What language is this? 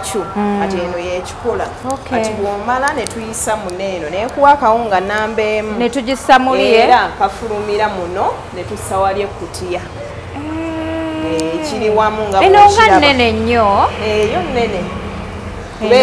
Ganda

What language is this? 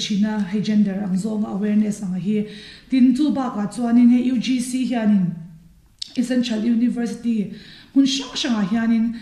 Mizo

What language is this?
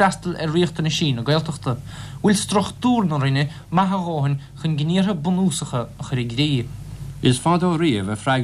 Irish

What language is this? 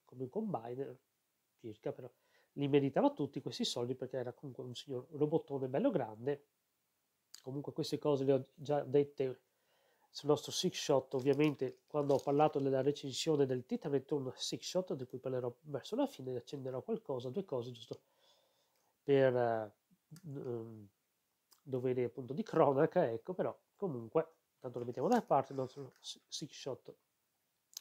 Italian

